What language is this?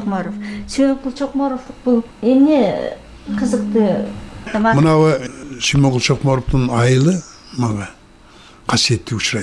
Kyrgyz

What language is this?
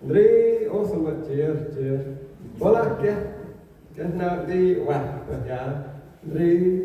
Central Mnong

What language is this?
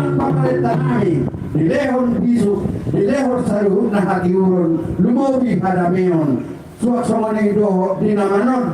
Batak Toba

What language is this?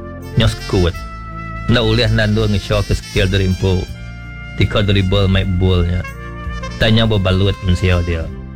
Iban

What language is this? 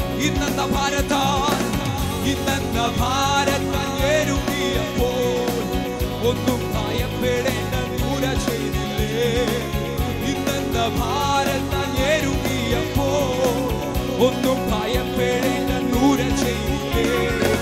Malayalam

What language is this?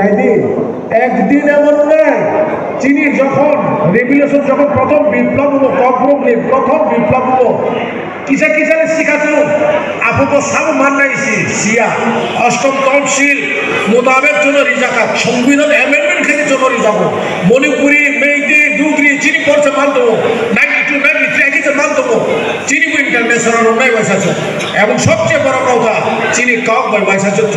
Kok Borok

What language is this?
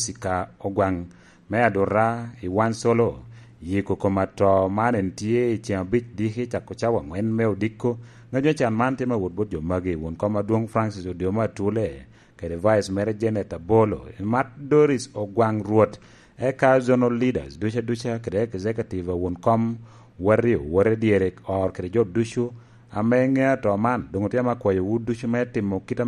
Lango (Uganda)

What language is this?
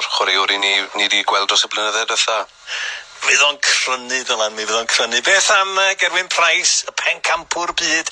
Welsh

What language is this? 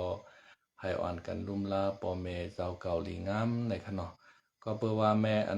Shan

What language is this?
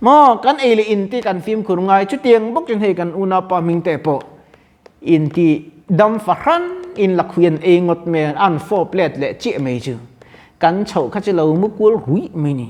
Mizo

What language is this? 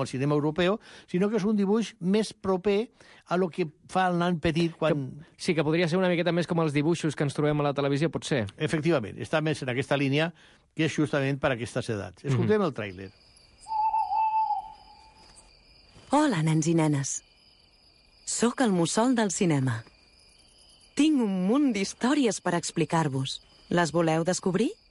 Catalan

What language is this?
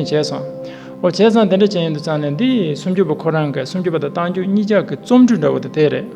Tibetan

